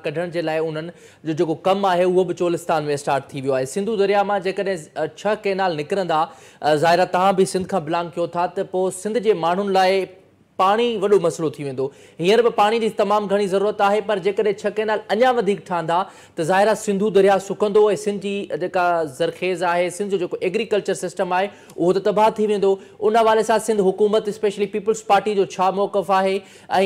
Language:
Sindhi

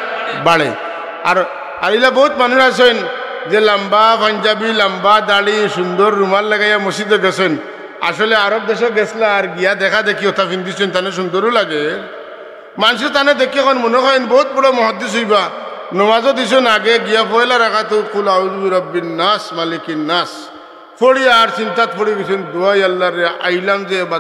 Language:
Sylheti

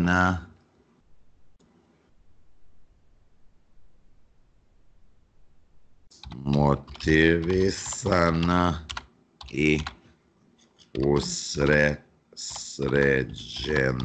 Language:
Serbian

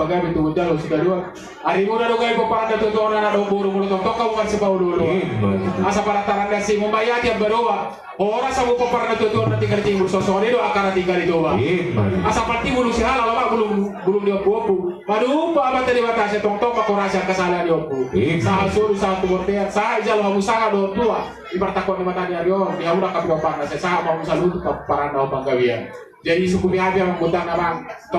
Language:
Batak Toba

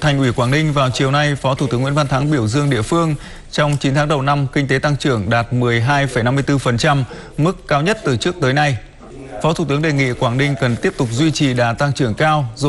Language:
Vietnamese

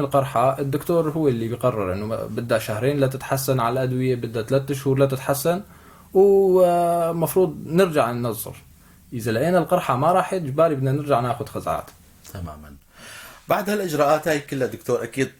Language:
North Levantine Arabic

